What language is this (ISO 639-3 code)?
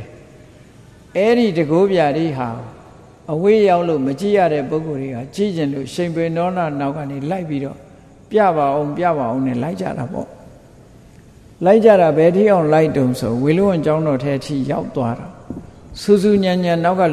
mya